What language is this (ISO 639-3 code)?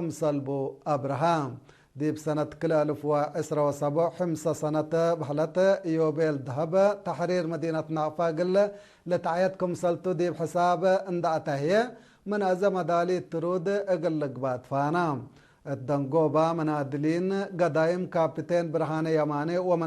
tig